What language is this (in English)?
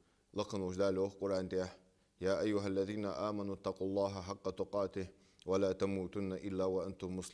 Ingush